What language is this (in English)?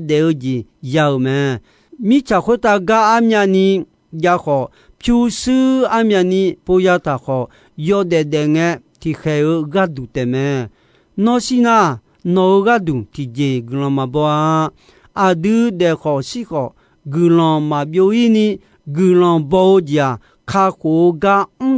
Akha